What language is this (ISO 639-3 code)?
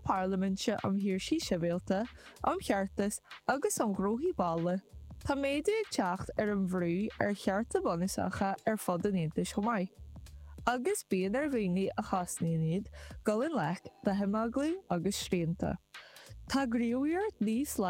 gle